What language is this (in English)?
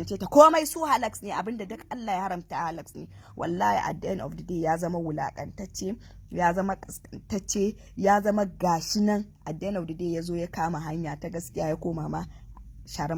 Hausa